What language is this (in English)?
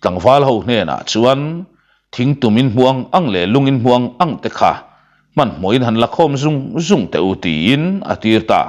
Mizo